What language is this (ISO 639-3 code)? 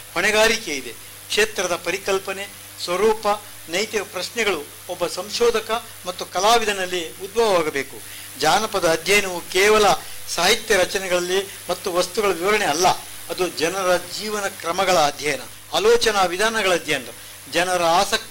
kan